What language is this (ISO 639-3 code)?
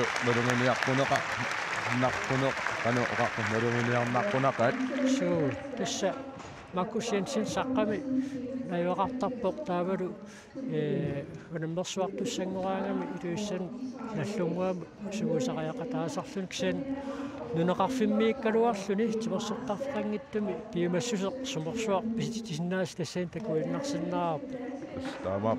kal